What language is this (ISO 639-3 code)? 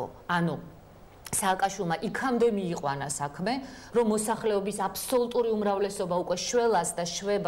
kat